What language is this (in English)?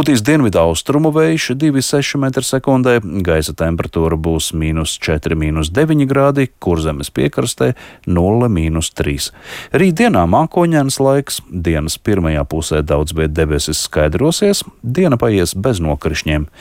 Latvian